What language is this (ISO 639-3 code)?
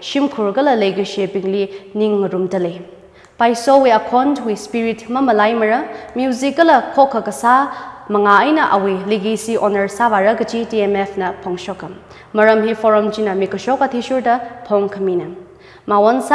nmf